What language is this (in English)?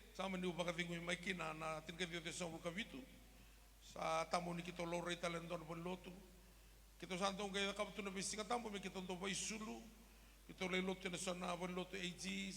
Fijian